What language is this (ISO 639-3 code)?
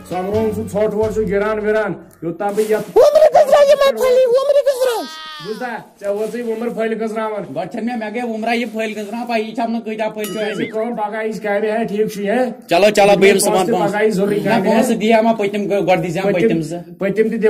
kas